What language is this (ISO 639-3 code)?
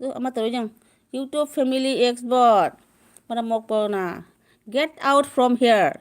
mni